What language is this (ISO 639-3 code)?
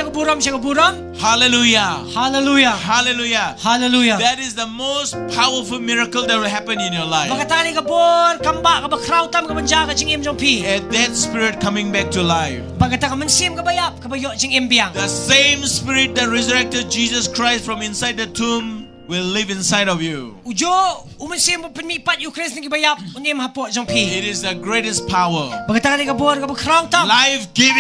kha